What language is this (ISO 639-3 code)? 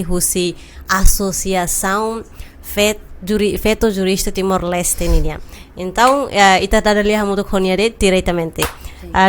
tet